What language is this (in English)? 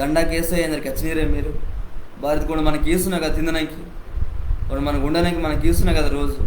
Koya